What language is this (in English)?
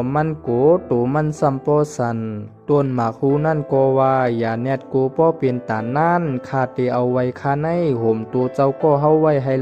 Shan